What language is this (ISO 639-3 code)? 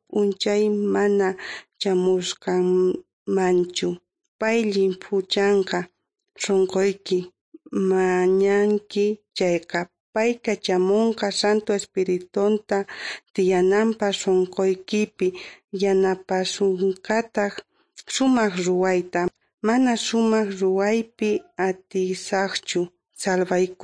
que